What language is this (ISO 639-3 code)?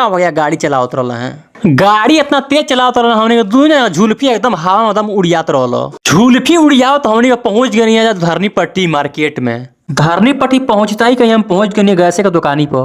bho